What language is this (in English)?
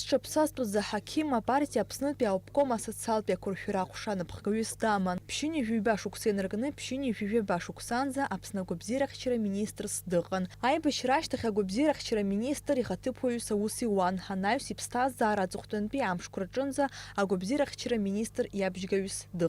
Abkhazian